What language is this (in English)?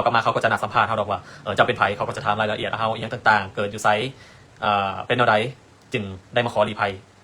Lao